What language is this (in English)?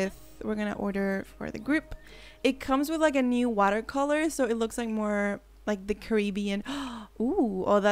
English